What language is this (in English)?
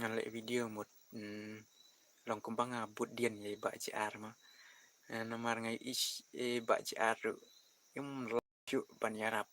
Khasi